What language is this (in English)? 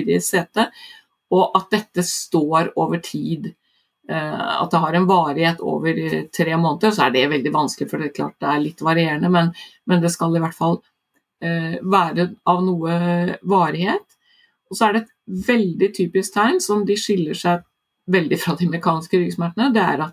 Norwegian